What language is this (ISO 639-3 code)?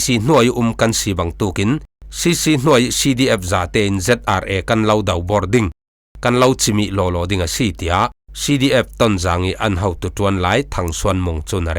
cfm